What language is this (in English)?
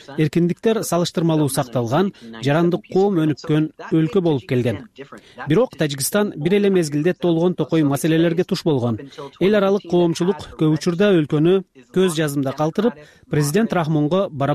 Kyrgyz